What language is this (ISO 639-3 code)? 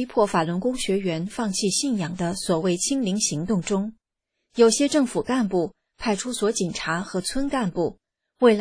zho